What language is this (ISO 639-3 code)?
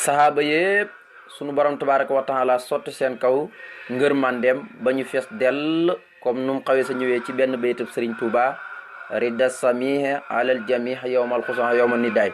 wol